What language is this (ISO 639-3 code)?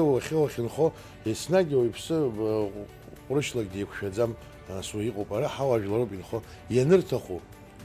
abk